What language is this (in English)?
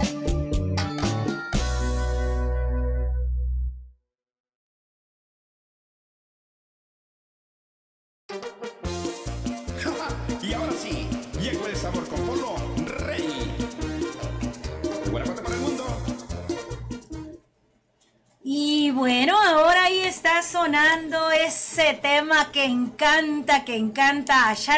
Spanish